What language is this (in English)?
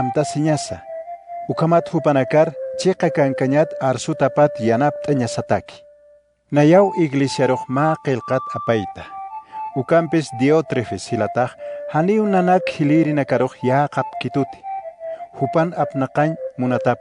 Aymara